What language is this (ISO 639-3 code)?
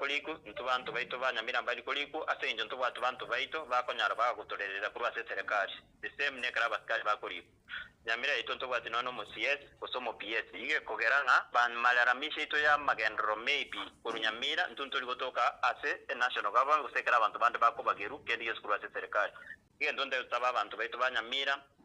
guz